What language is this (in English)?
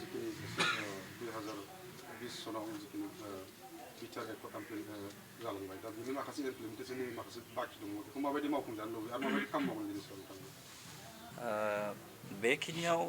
Bodo